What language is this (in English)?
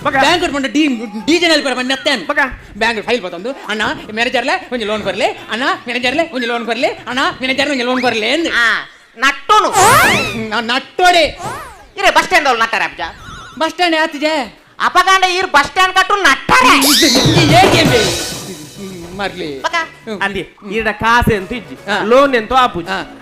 Tulu